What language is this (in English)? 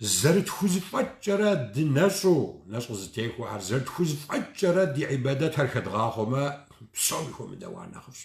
Kabardian